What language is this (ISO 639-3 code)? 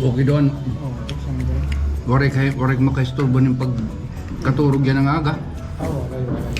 war